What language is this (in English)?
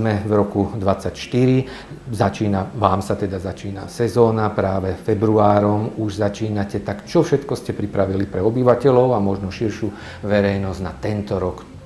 Slovak